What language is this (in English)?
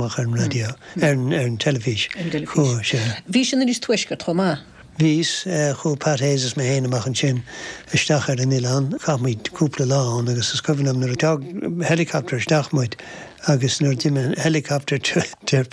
Irish